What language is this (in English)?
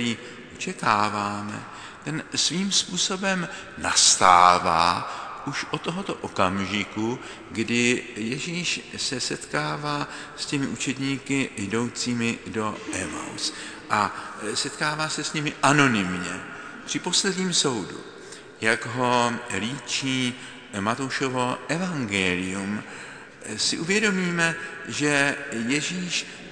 Czech